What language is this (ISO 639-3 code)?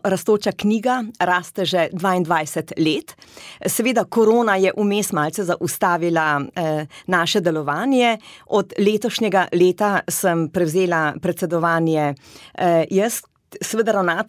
slv